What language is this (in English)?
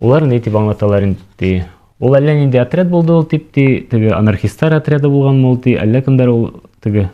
Bashkir